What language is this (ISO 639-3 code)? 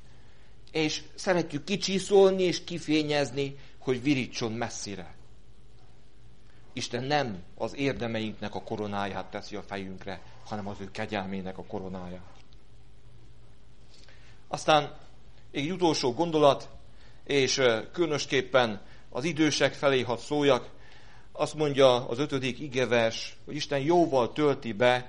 hun